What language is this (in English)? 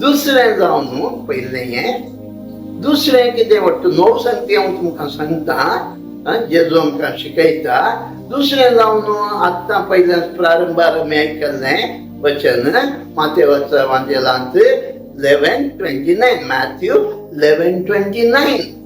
Konkani